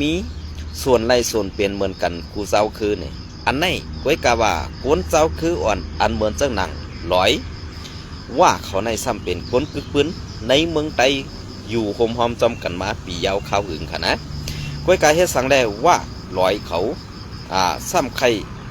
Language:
Shan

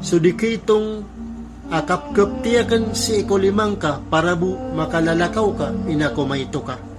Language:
Maranao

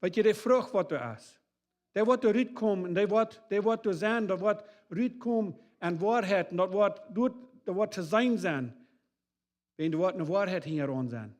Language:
Plautdietsch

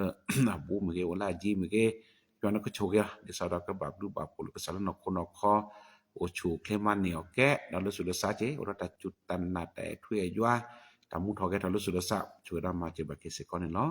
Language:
S'gaw Karen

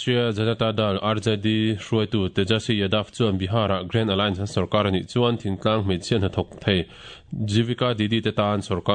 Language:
Mizo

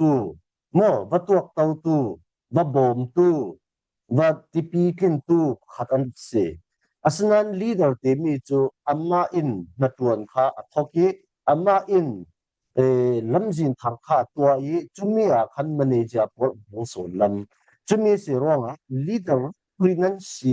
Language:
Falam Chin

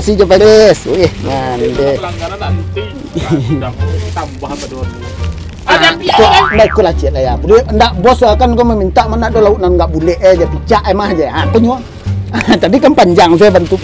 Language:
Minangkabau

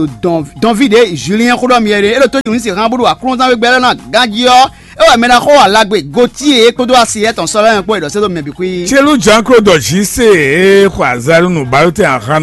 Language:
Fon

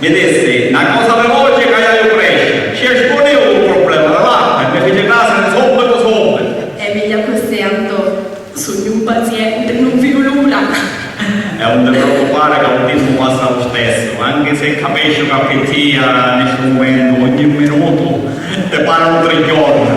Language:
Sicilian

